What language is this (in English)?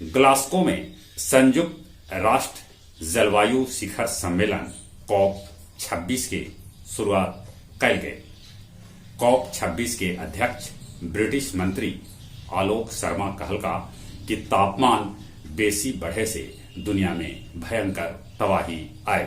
Magahi